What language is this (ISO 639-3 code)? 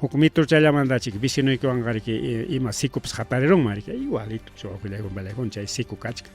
quy